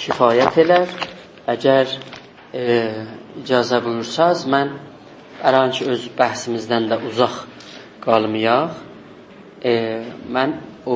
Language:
South Azerbaijani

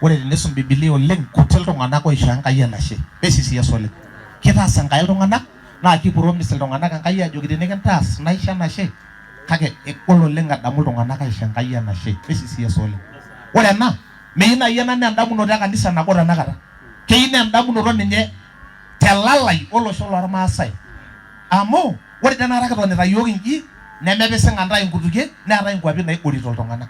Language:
Masai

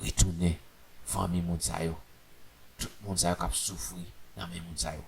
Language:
Haitian Creole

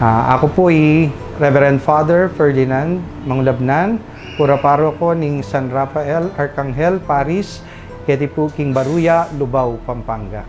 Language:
Pampanga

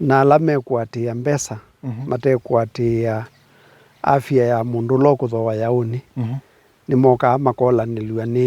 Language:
Kamba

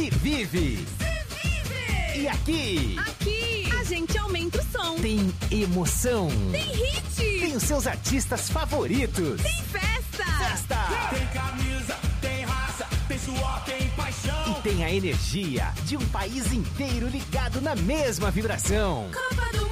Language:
Portuguese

